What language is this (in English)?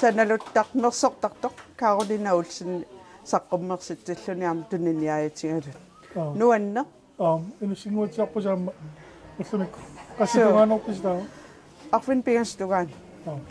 Kalaallisut